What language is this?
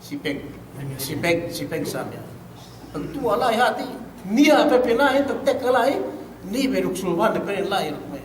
Yakan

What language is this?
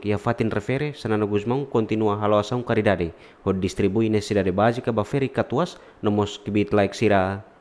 Tetum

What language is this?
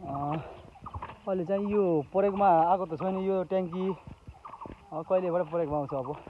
Nepali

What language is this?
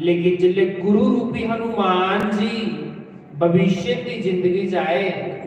Dogri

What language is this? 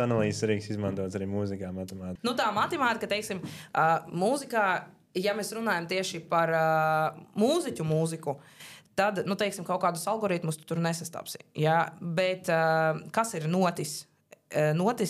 Latvian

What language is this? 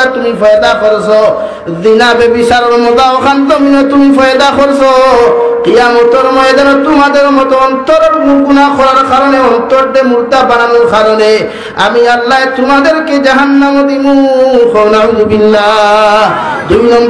Sylheti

